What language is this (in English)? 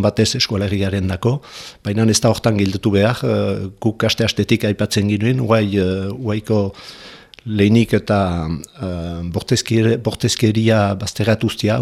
Basque